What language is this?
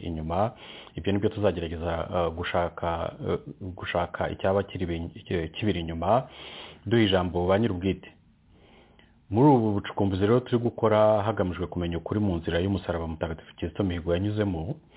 Kinyarwanda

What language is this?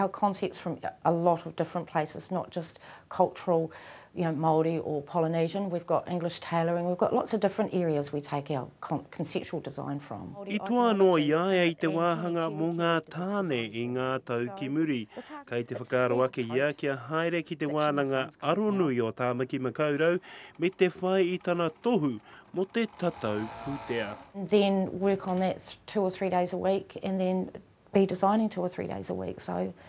Māori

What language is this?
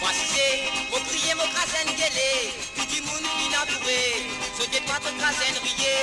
Morisyen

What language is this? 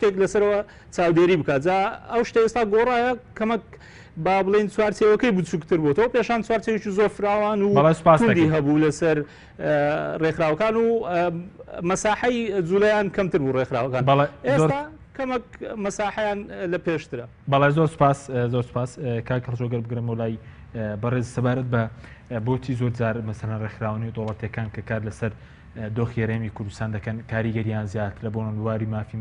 Central Kurdish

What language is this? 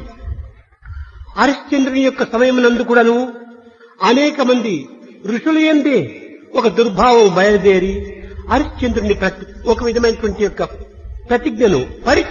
Telugu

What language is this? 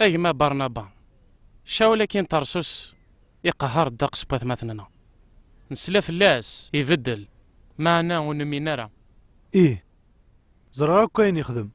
Kabyle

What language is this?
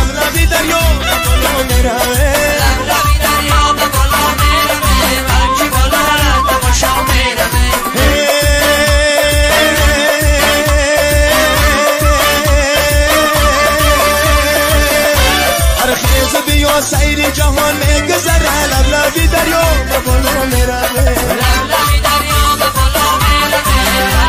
Persian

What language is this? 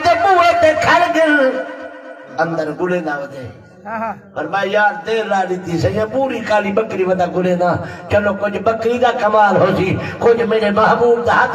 Saraiki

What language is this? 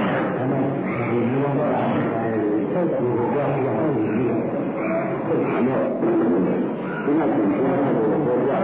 Burmese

